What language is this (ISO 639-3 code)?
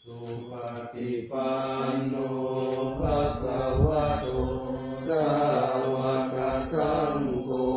pli